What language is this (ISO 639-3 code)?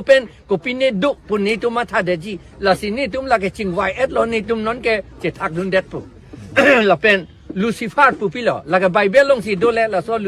mjw